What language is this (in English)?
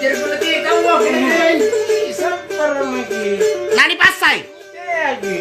Makasar